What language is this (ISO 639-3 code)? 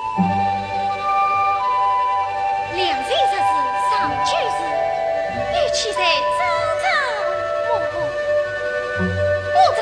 zho